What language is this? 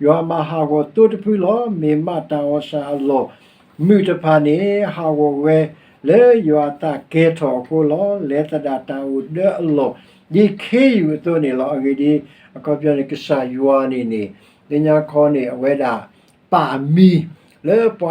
S'gaw Karen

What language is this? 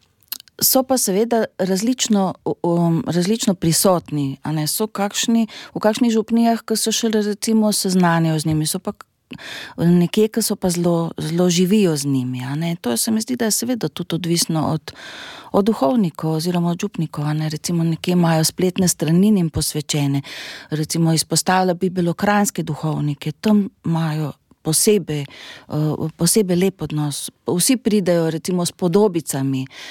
Slovenian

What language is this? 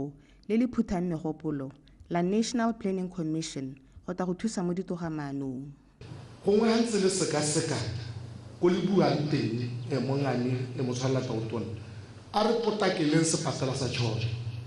Tswana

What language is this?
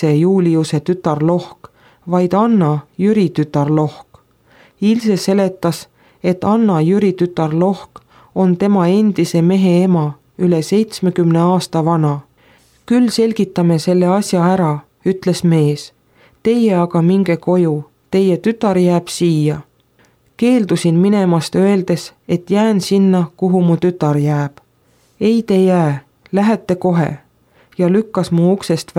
Estonian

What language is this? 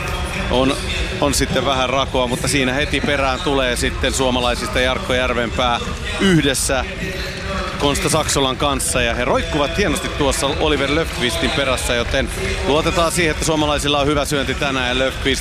Finnish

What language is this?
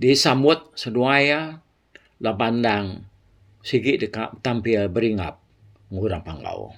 Iban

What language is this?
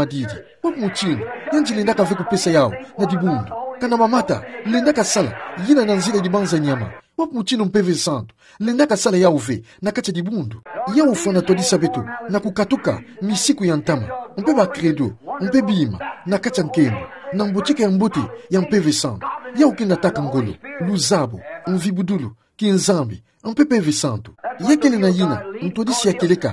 Kituba (Democratic Republic of Congo)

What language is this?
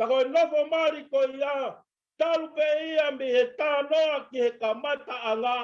Tongan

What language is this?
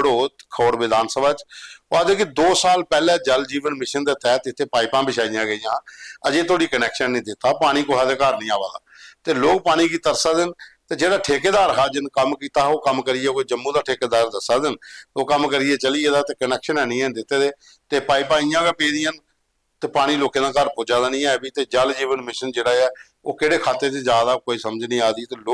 Dogri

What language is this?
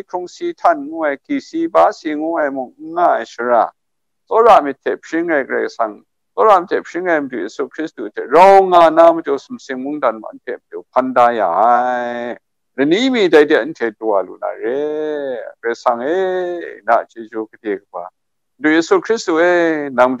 Kachin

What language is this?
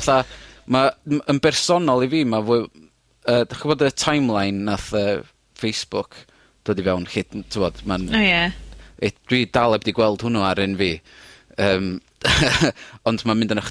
Welsh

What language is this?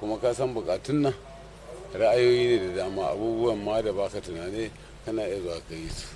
Hausa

